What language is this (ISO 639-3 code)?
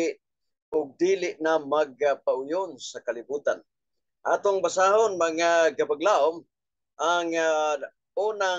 ceb